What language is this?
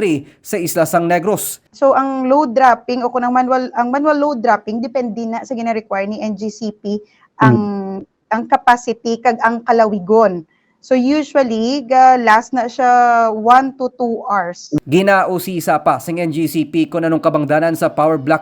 Hiligaynon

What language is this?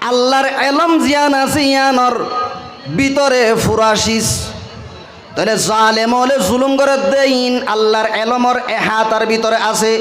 Rohingya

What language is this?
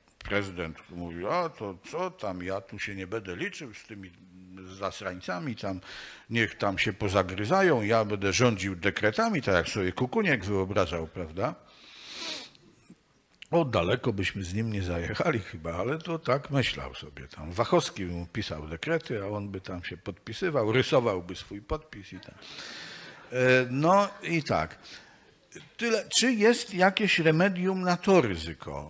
Polish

